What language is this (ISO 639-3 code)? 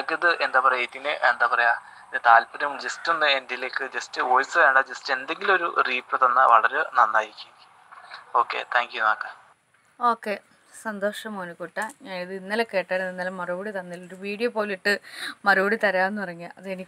mal